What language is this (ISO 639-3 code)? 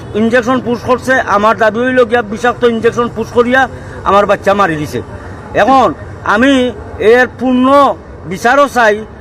syl